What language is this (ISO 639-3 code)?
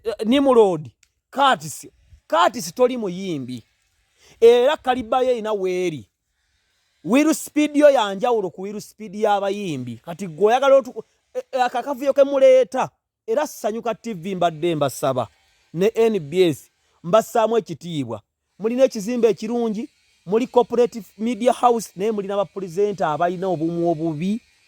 lug